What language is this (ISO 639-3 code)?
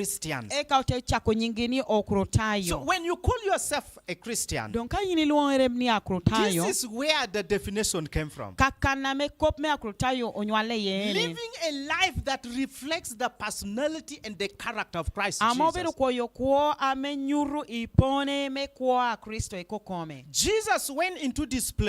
laj